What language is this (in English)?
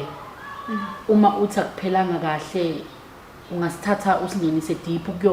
Zulu